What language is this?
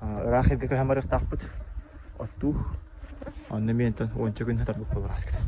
Yakut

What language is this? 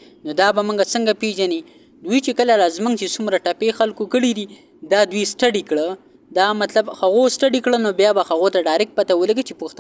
Pashto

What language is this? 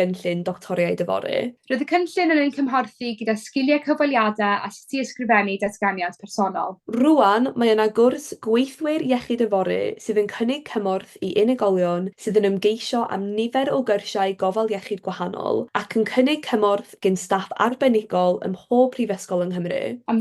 Welsh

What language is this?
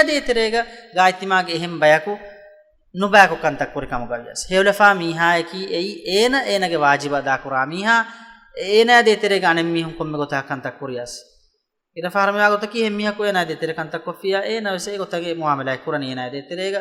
Divehi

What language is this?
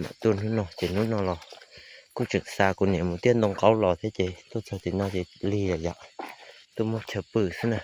Hmong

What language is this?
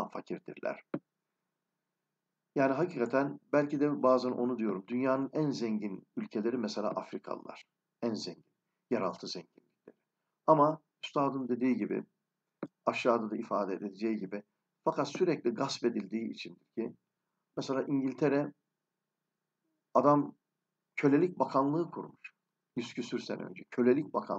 Turkish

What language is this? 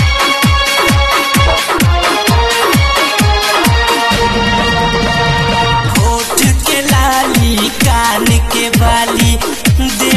Bhojpuri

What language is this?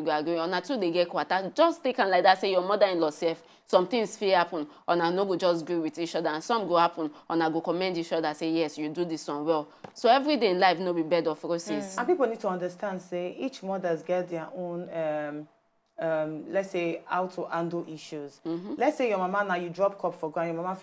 Nigerian Pidgin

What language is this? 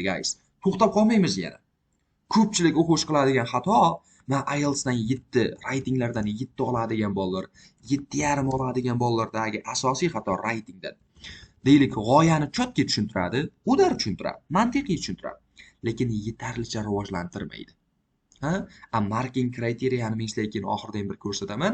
Uzbek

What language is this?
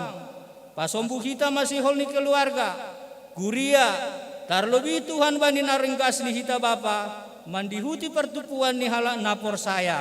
Batak Simalungun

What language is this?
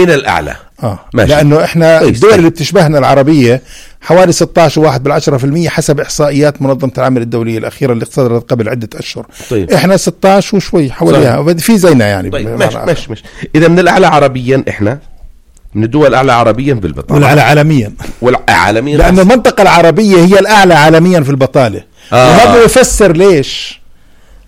North Levantine Arabic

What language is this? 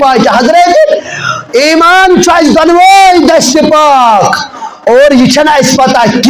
Kashmiri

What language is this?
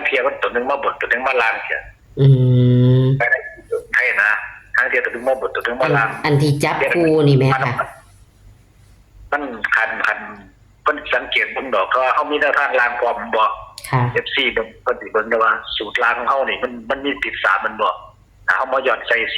Northeastern Thai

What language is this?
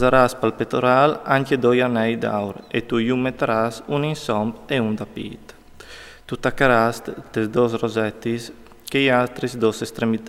Friulian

